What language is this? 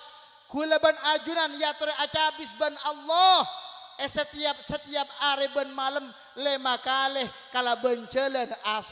Madurese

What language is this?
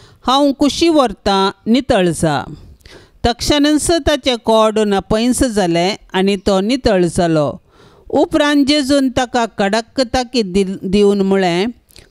Konkani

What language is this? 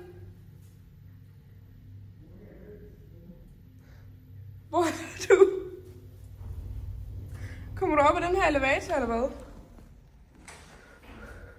Danish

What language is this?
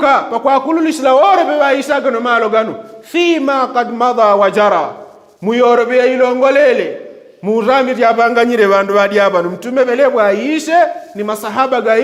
Yao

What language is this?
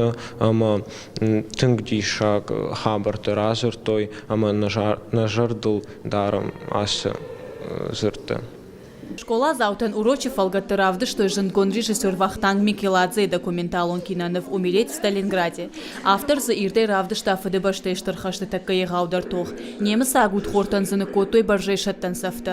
Ossetic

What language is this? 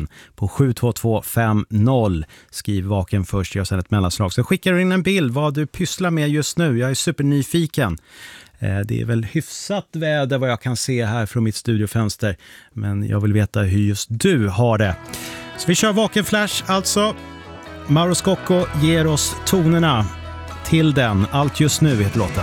Swedish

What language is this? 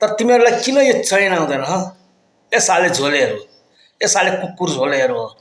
Nepali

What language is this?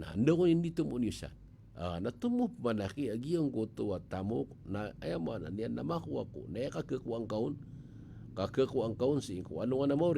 Maranao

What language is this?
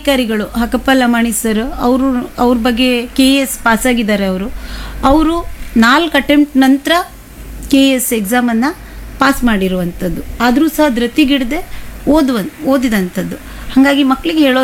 Kannada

